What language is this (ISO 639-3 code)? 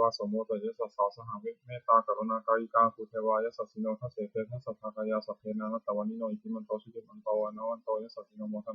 pli